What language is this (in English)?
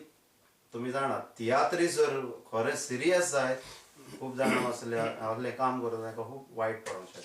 Konkani